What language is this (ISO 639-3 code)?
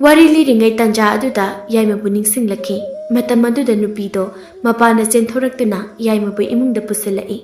mni